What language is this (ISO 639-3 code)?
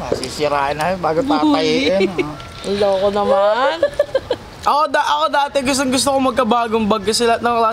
fil